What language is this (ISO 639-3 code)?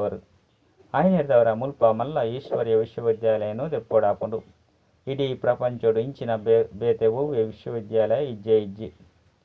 tcy